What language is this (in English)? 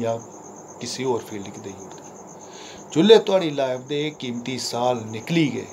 Dogri